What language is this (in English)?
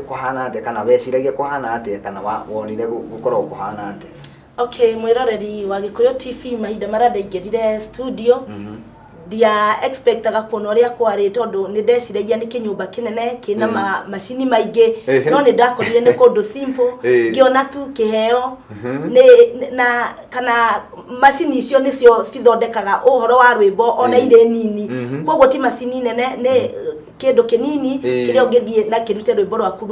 Kikuyu